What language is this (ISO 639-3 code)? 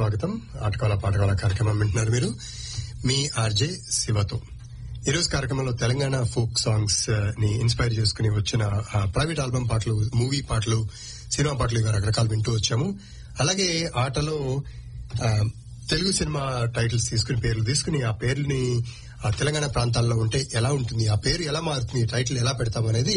tel